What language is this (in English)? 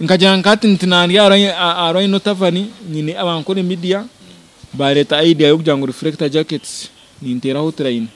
Nyankole